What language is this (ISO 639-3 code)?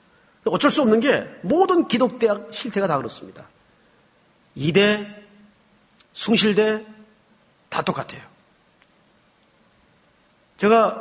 kor